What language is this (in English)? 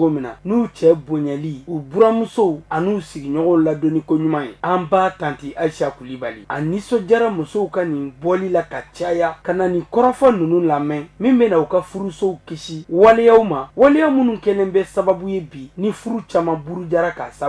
Bambara